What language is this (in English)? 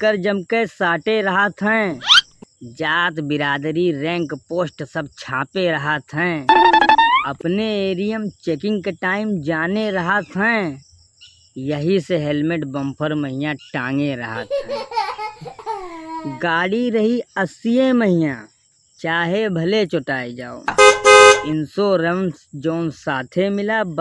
Awadhi